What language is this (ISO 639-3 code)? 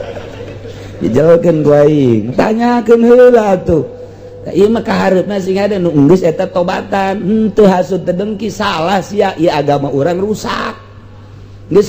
sun